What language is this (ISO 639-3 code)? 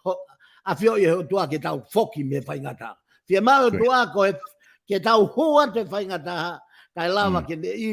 ton